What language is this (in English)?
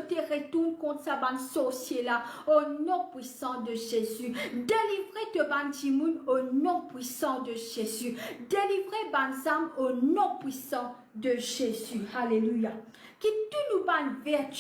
Morisyen